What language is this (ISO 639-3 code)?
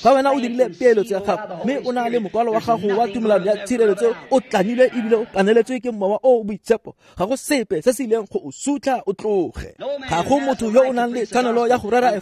tsn